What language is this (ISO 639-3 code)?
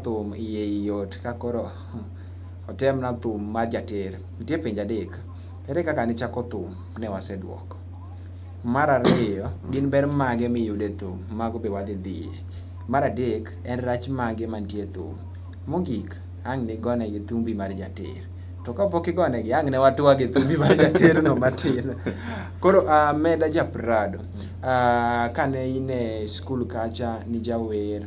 luo